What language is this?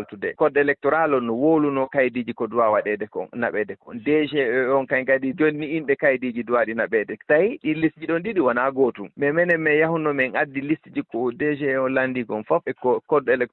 Fula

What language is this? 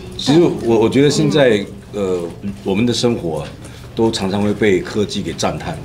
Chinese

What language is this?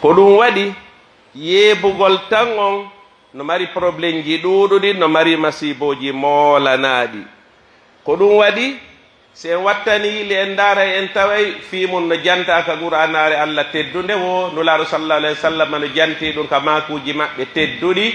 Pular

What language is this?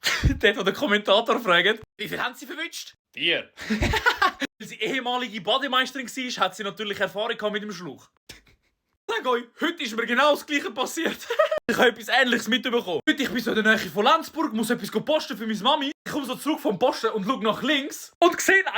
Swiss German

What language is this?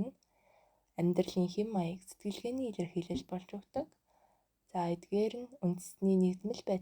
Mongolian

